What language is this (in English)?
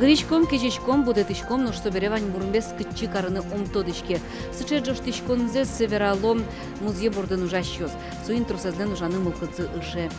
Udmurt